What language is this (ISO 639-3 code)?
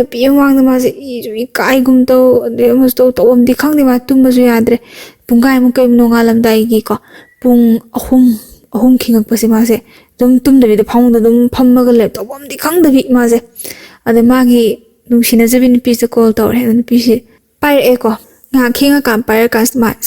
mni